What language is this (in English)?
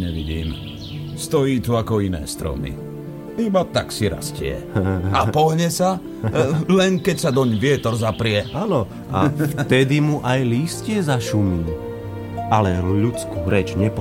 Slovak